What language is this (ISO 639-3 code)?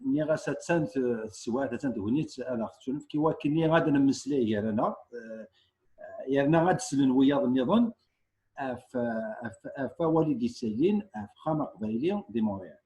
kab